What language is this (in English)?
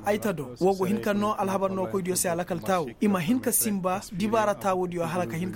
Koyraboro Senni